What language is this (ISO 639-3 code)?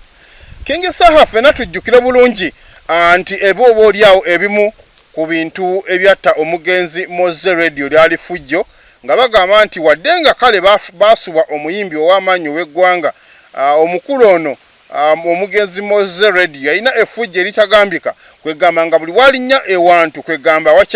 lug